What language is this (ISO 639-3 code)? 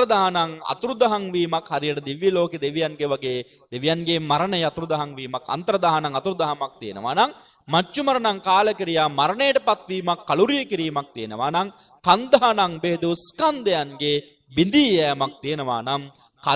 sin